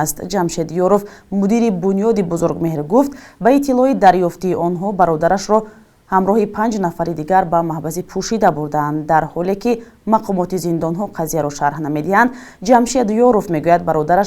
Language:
Tajik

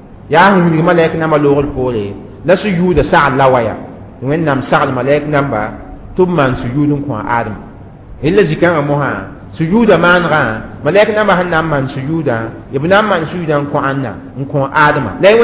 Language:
Mossi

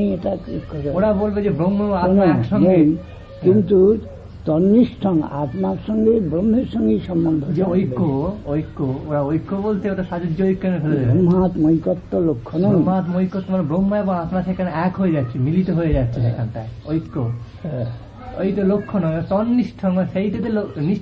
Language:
Bangla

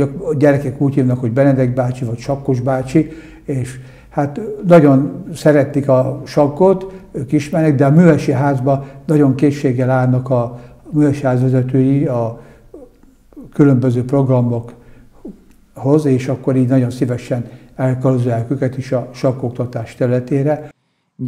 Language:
Hungarian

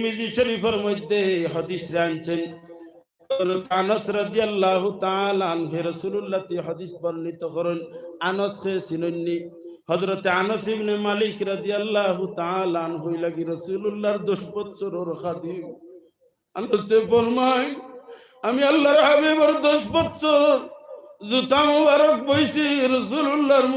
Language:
Sylheti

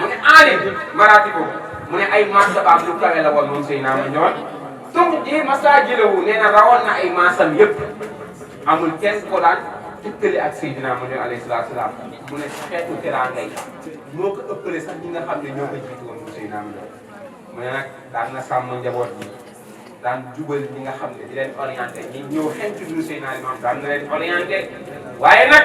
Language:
Wolof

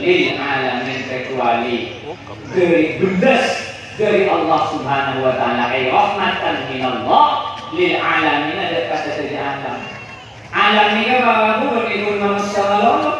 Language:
Madurese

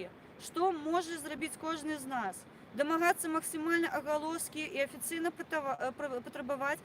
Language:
Belarusian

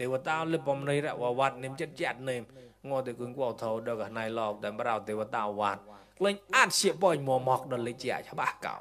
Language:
Mon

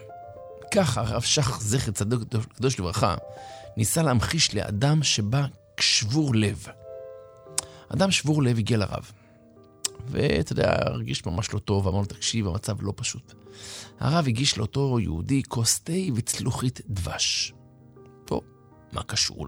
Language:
Hebrew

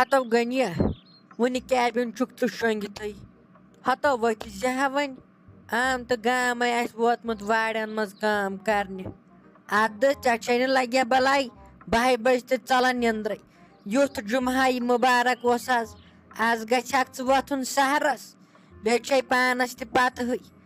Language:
Kashmiri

